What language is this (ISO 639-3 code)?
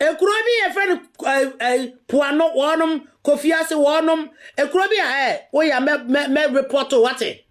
aka